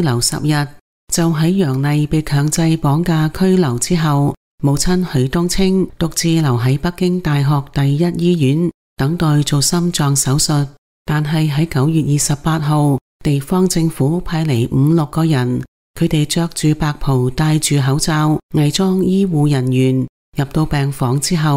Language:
Cantonese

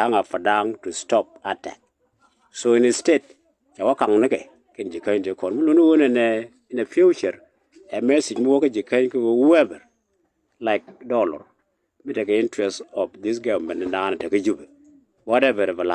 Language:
Nuer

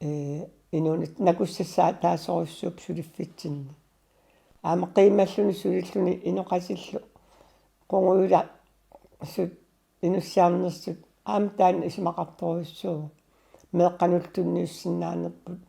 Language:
Kalaallisut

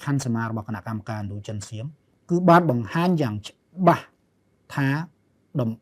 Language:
Khmer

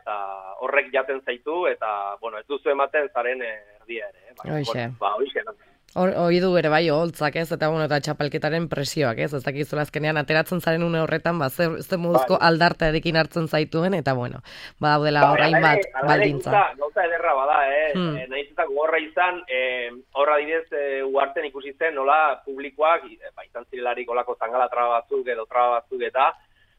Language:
Basque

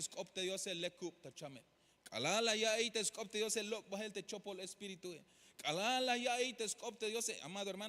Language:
Tzeltal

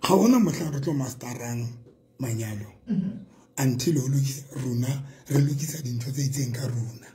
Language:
Southern Sotho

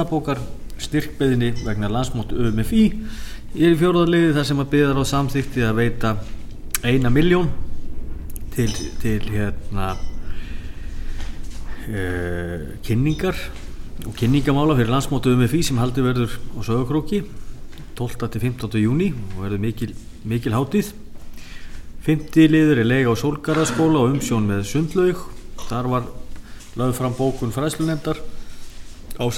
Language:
Icelandic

